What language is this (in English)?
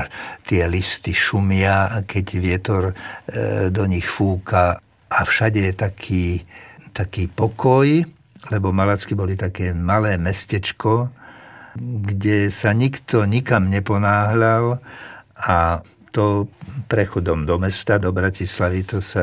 Slovak